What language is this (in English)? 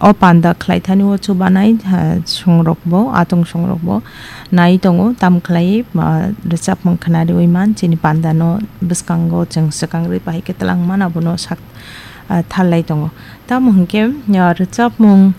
Kok Borok